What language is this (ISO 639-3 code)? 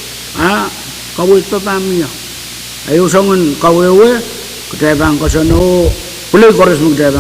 pon